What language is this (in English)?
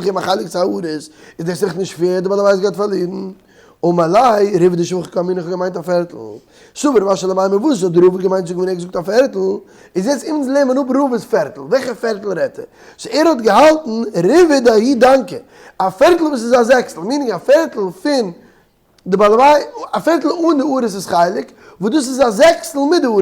Yiddish